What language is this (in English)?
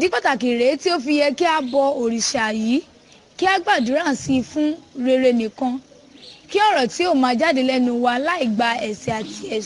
Yoruba